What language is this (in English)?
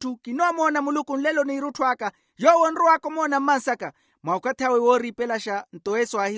Makhuwa